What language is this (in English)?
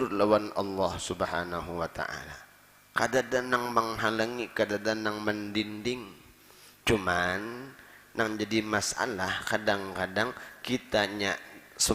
Banjar